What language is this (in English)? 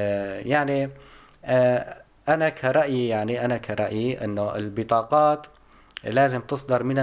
North Levantine Arabic